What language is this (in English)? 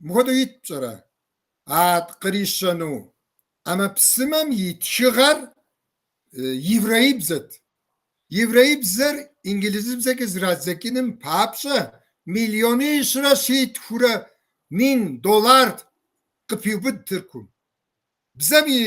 Kabardian